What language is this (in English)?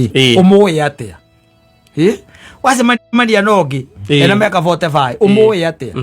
Kikuyu